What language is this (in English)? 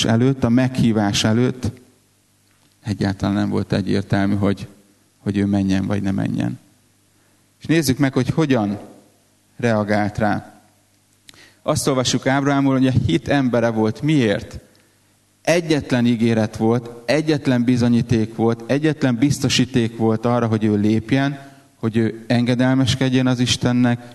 Hungarian